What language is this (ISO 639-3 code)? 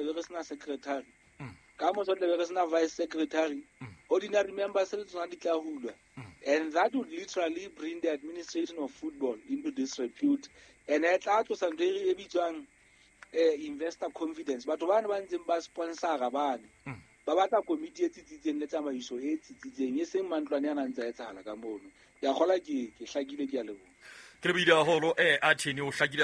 sot